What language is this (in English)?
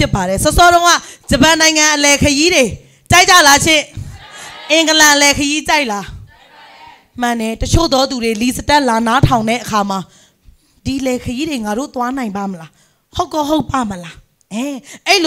Burmese